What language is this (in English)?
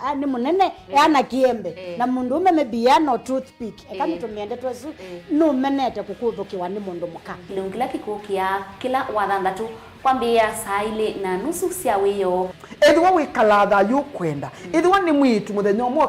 Kamba